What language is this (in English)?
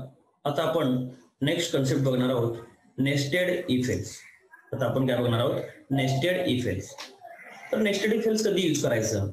Marathi